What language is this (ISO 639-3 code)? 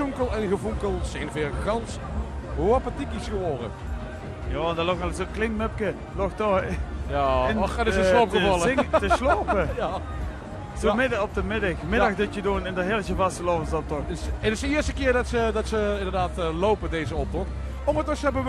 lim